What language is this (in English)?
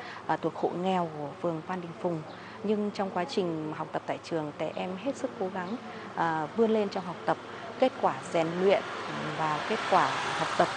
Vietnamese